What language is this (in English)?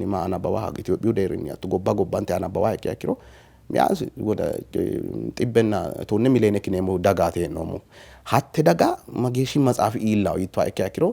Sidamo